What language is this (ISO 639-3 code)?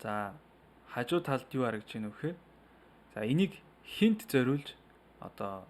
mon